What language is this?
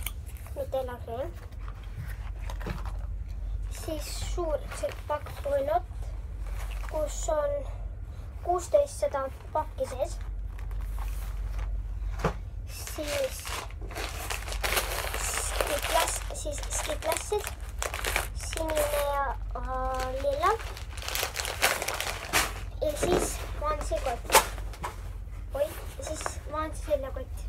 Estonian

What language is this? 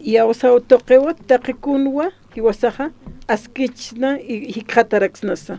Aymara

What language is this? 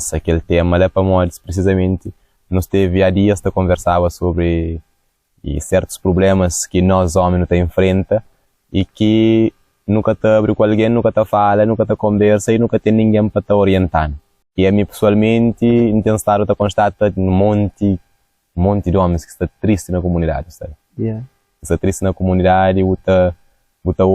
Kabuverdianu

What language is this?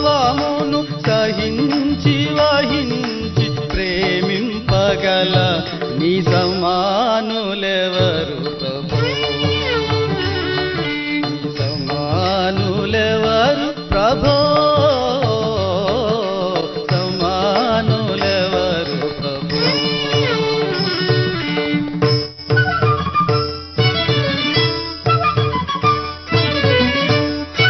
Telugu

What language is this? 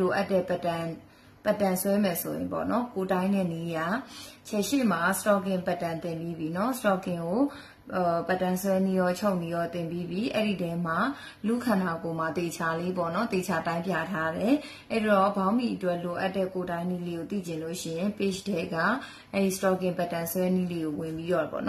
Burmese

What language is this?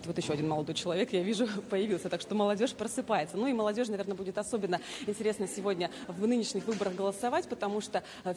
Russian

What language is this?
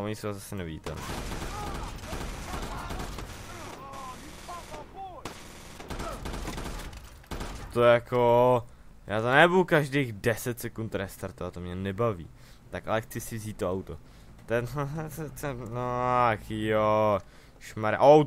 Czech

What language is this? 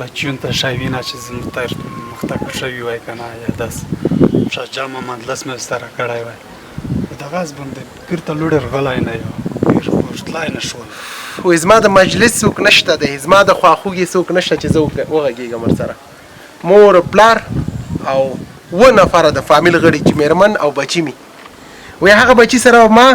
Pashto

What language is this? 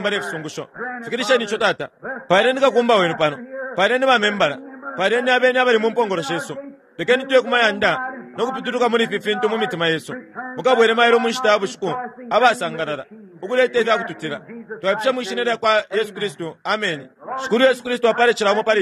Bemba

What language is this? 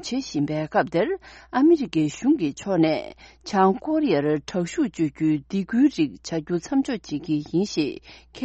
Tibetan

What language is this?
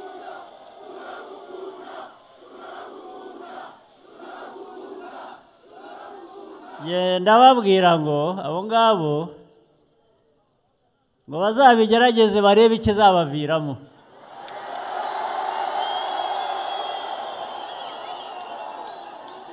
Kinyarwanda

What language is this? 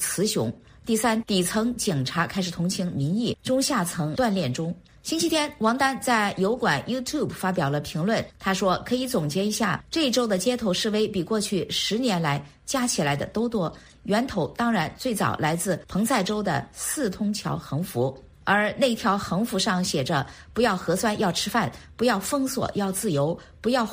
Chinese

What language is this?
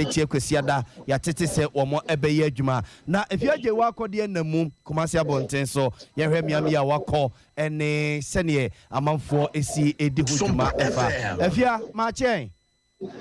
Akan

